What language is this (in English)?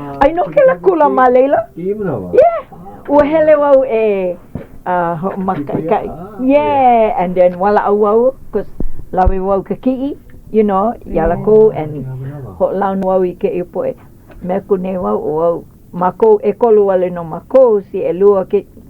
Hawaiian